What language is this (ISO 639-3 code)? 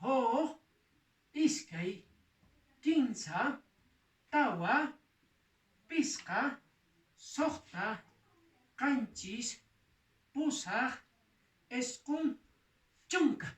que